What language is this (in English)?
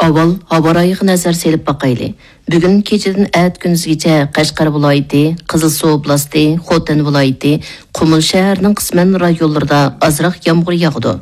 Uyghur